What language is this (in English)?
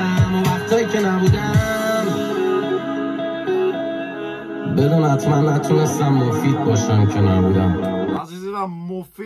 Persian